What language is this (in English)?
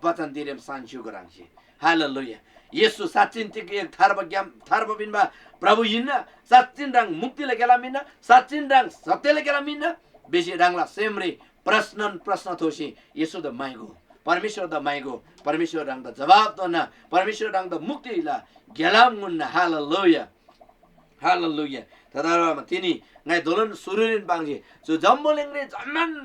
Eastern Tamang